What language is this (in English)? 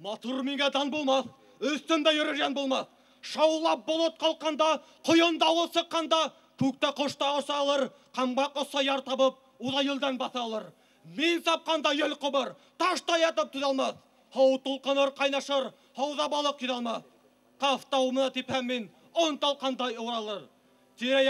Bashkir